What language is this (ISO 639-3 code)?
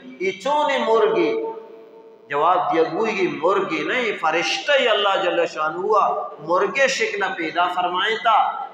bal